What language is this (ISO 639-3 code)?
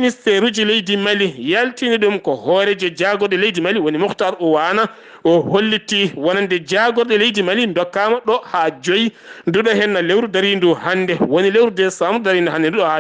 ful